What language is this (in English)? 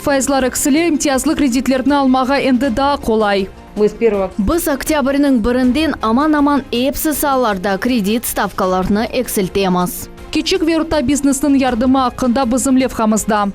Crimean Tatar